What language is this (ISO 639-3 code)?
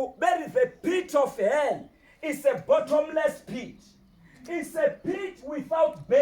tso